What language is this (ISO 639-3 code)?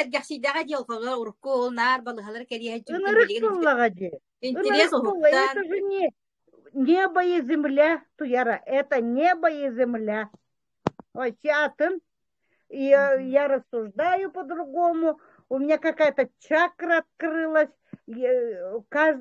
sah